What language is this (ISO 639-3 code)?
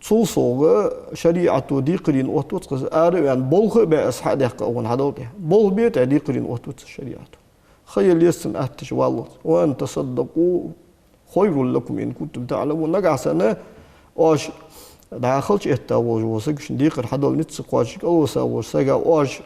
inh